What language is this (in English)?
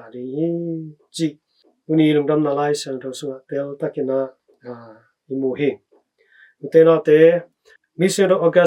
Tedim Chin